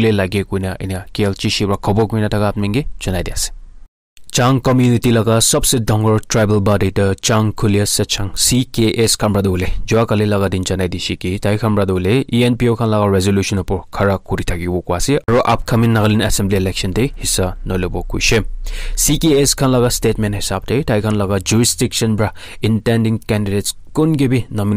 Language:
Naga Pidgin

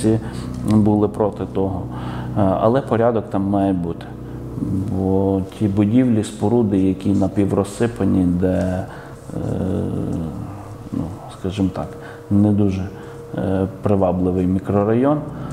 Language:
Ukrainian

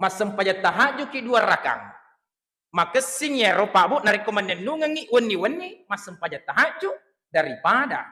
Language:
Buginese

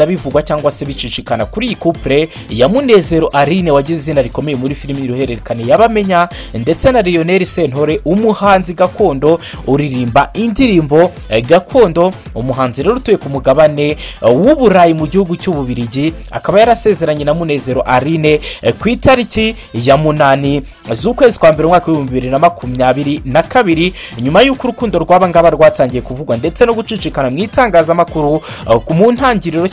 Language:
Kinyarwanda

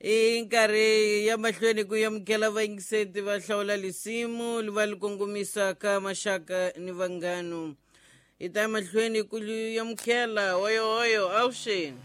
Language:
Tsonga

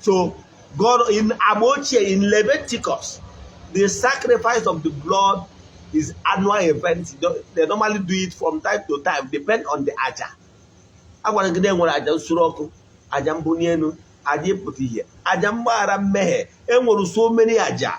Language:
Igbo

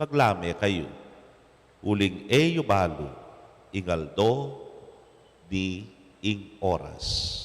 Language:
Pampanga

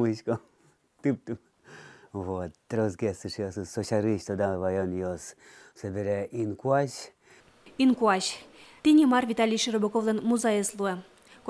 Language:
Udmurt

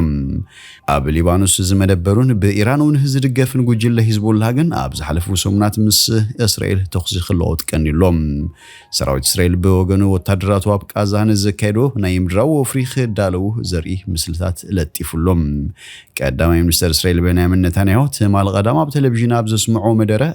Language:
Tigrinya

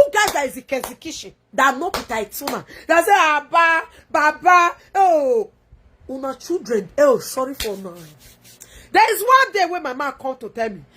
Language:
Nigerian Pidgin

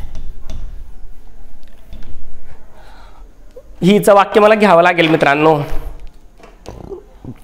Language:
Marathi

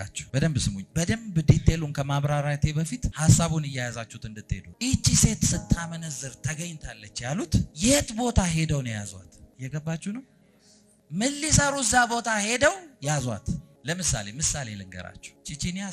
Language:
Amharic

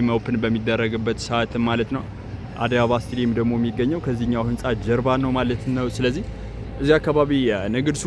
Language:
Amharic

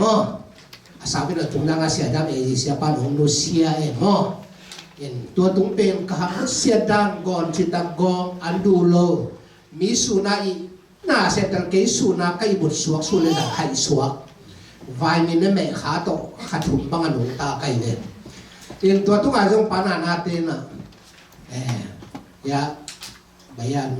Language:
Tedim Chin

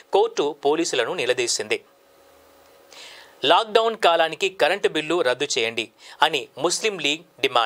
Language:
Telugu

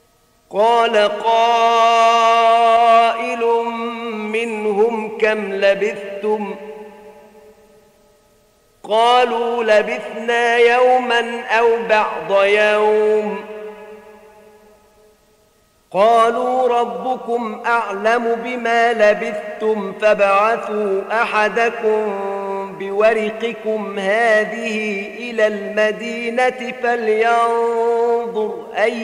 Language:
Arabic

